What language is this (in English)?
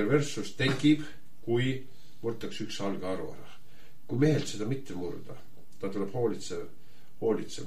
Estonian